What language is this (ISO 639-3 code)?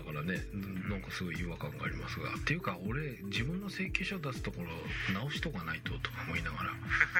jpn